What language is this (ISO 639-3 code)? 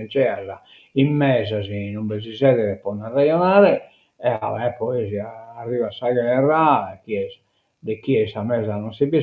srd